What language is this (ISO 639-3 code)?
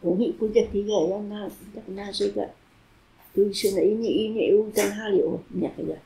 trv